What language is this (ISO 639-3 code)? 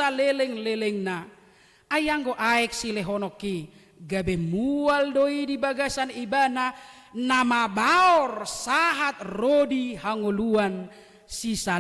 bbc